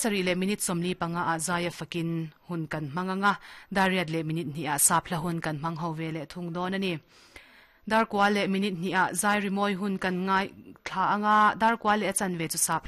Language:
Mizo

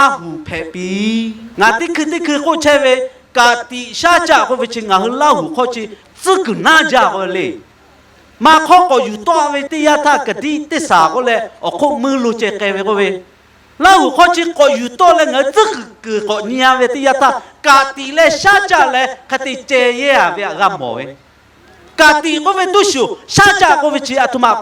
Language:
Lahu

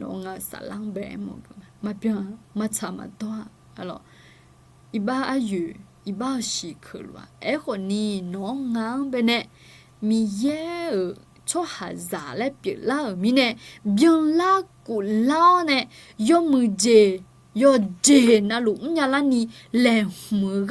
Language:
Akha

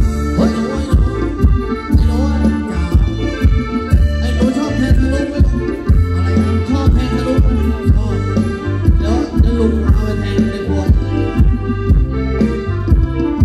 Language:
Thai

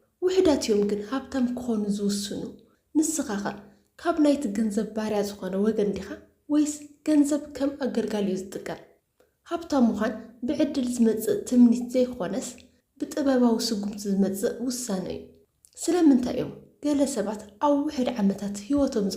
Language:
Tigrinya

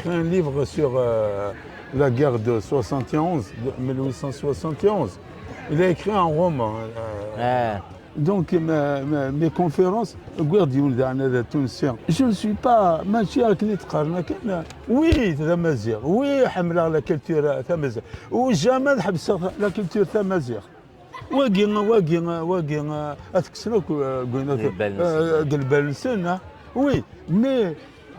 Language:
Kabyle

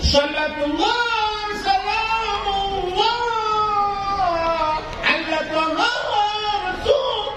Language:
Achinese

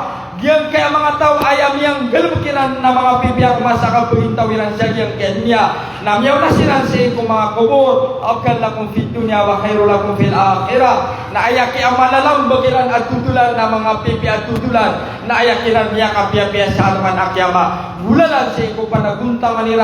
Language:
Maranao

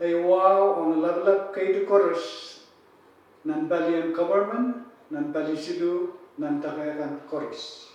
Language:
Pohnpeian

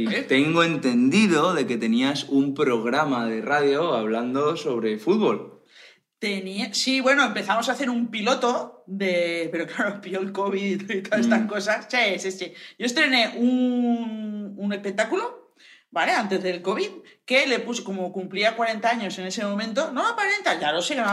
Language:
Spanish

